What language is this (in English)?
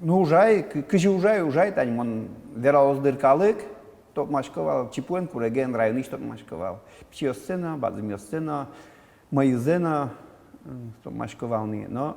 Udmurt